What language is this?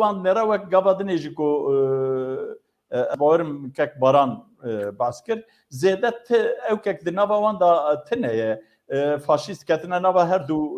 Kurdish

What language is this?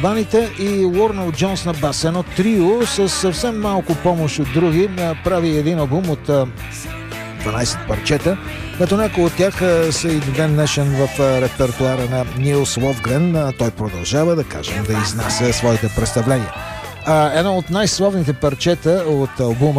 Bulgarian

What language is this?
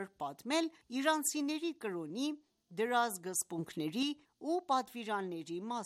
Armenian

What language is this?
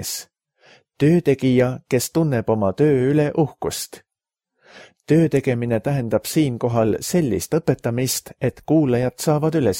Estonian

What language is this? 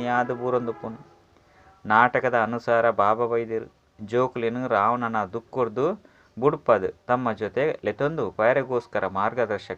Tulu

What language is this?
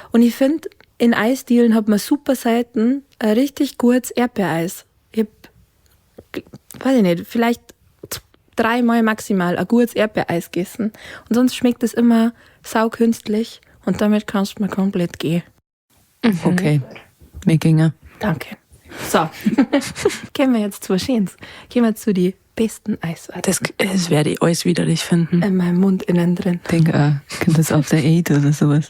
Bavarian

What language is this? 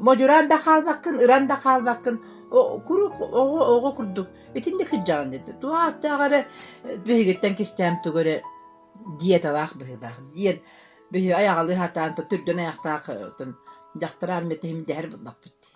Yakut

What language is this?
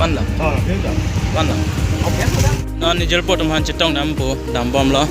Karbi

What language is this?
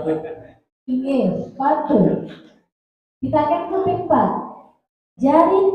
Balinese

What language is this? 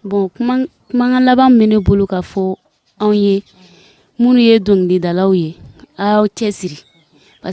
Bambara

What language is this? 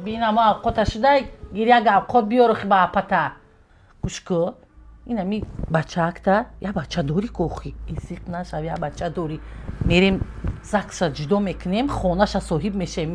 Tajik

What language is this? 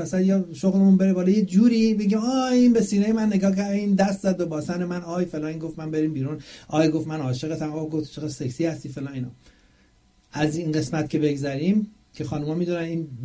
Persian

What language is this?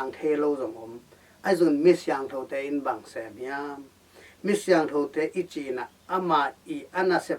Tedim Chin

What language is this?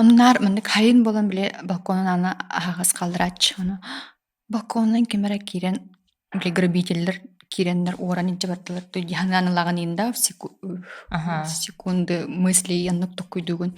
Yakut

